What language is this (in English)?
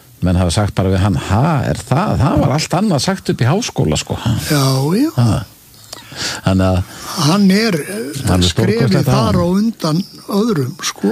Icelandic